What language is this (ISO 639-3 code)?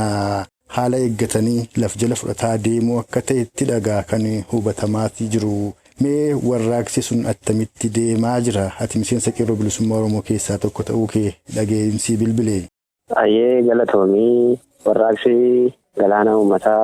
orm